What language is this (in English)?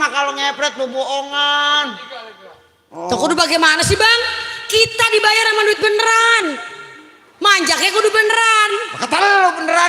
Betawi